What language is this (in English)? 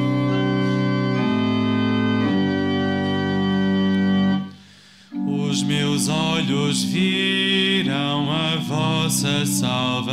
Portuguese